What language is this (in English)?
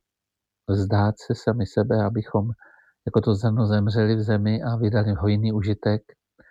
Czech